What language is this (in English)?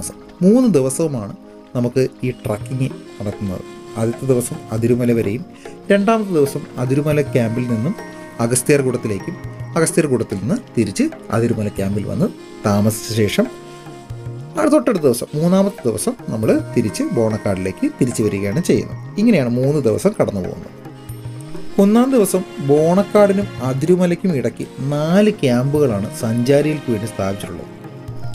Malayalam